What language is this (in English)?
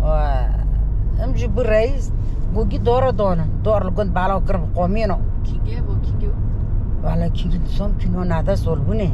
Kurdish